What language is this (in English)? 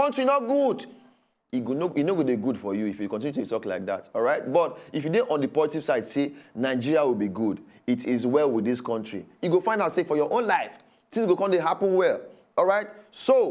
Nigerian Pidgin